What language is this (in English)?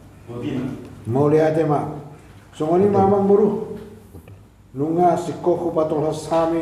Batak Toba